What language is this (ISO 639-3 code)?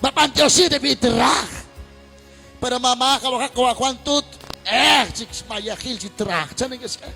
kek